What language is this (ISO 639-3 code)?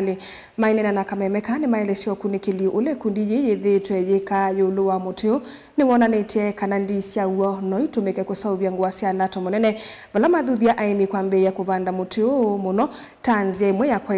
kam